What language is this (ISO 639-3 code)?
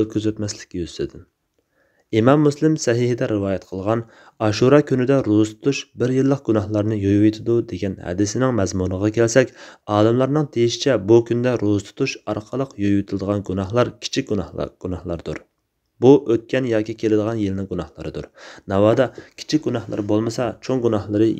uig